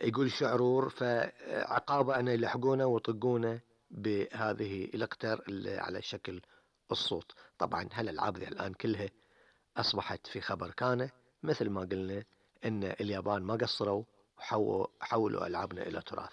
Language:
Gulf Arabic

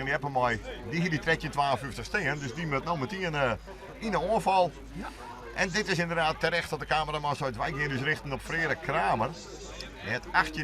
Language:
Western Frisian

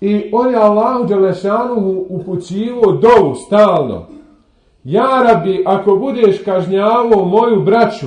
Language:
Bosnian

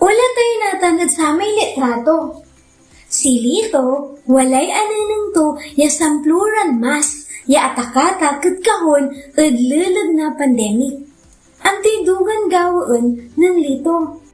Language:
Pangasinan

